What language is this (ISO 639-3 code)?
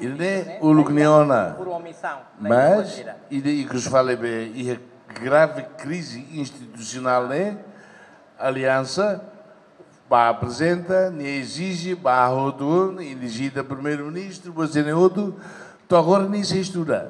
tet